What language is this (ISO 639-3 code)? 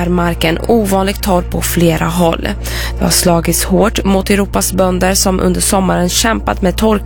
swe